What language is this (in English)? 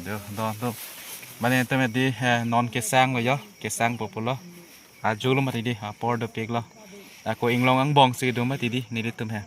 Karbi